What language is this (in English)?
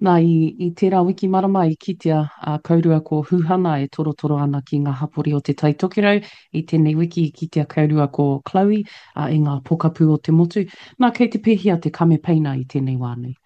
Māori